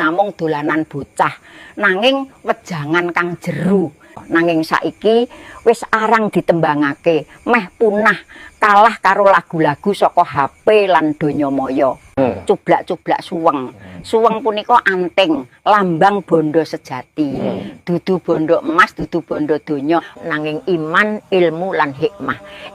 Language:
Javanese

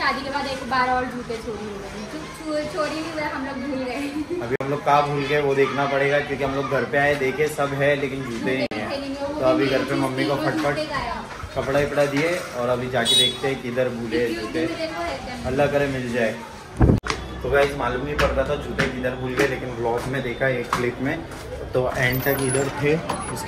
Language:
Hindi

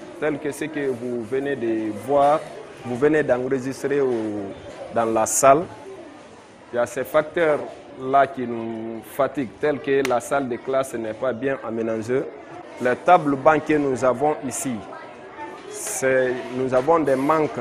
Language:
French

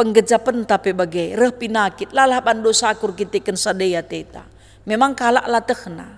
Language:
Batak Karo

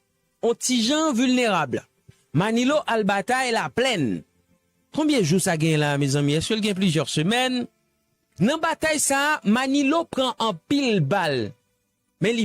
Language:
Haitian Creole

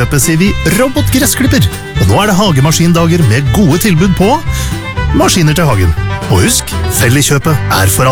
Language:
Norwegian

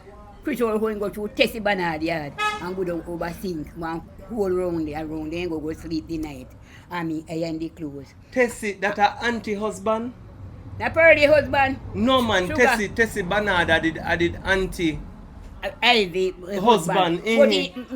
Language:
Jamaican Creole English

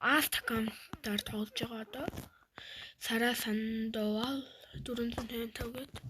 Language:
Mongolian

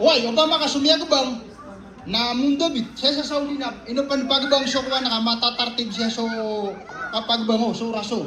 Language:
Maranao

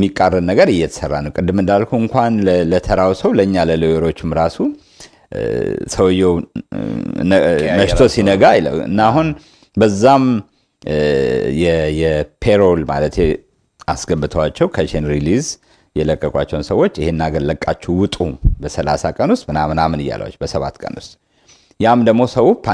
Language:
Amharic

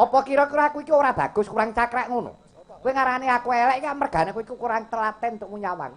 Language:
Javanese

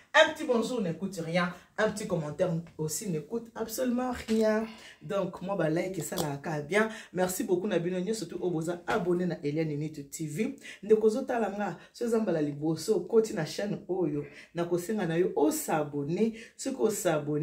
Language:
Lingala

